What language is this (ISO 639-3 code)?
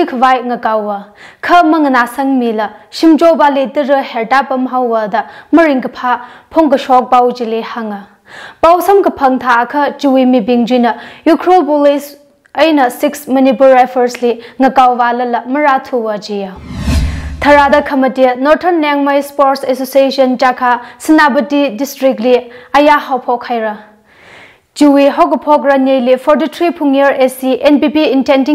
nmf